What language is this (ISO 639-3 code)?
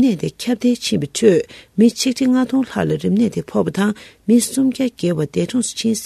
bod